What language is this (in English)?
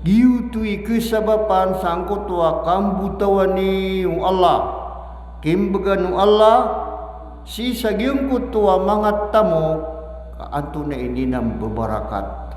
Maranao